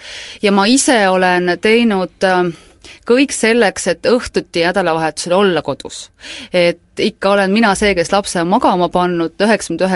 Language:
Estonian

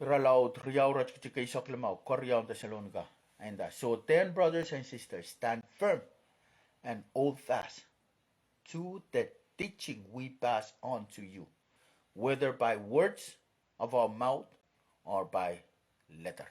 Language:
Pohnpeian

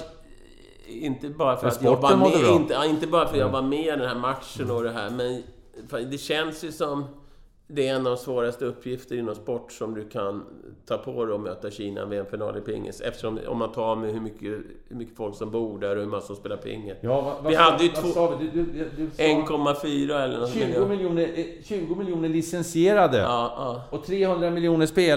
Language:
Swedish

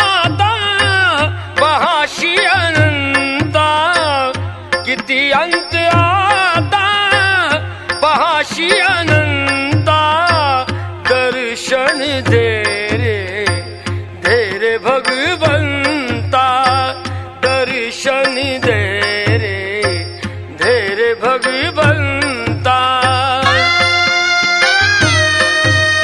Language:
Marathi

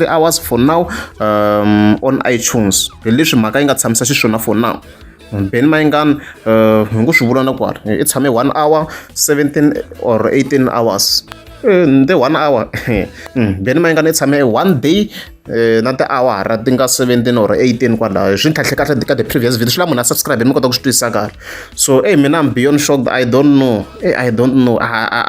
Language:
Tsonga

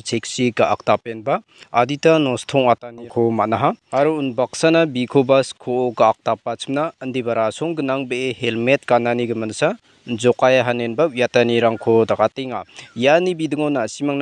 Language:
Garo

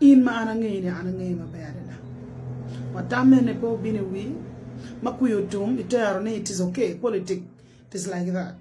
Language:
Acoli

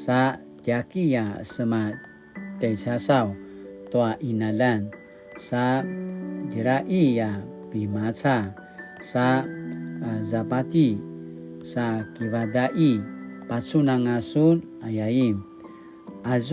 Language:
Paiwan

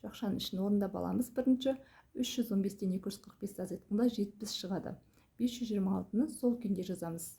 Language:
Kazakh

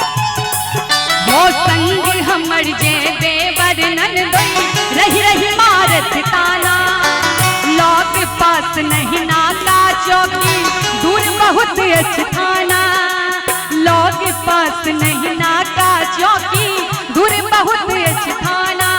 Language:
Maithili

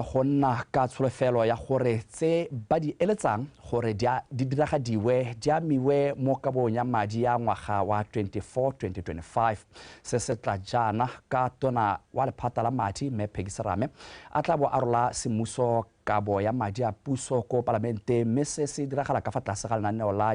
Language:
Tswana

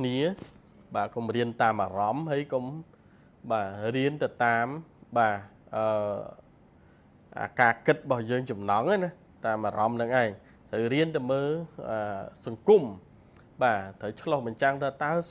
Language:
Khmer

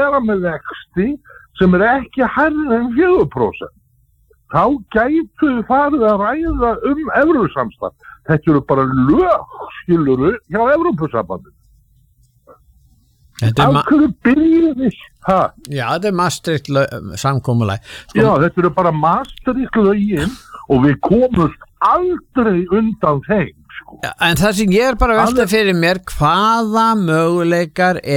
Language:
Icelandic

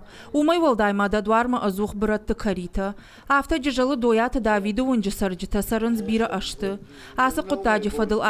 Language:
Ossetic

